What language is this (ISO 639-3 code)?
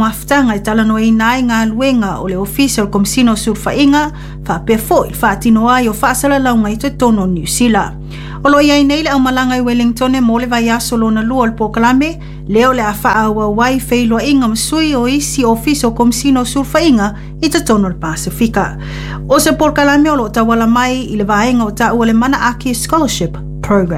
smo